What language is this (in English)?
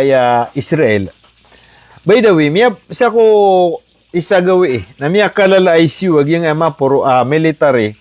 Maranao